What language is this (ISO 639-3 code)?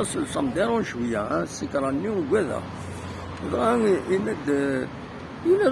kab